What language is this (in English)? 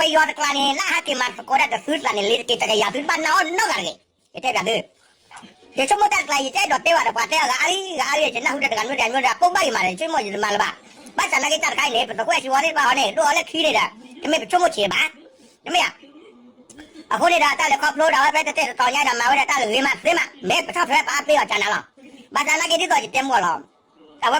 S'gaw Karen